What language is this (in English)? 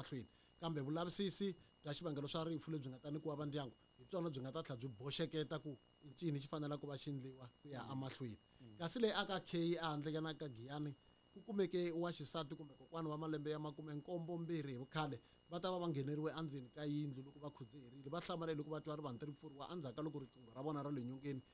Tsonga